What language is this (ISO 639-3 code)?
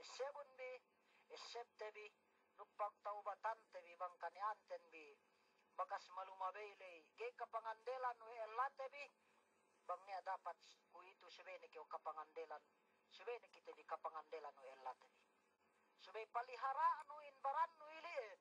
yka